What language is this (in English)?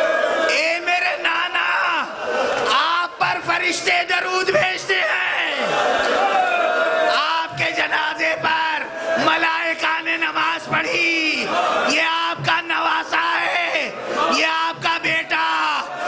Urdu